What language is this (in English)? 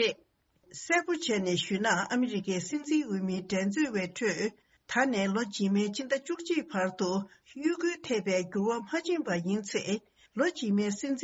Tibetan